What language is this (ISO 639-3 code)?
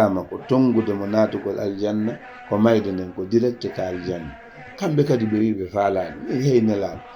ful